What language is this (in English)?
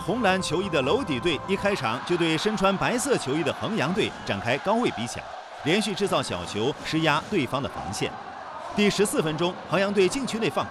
Chinese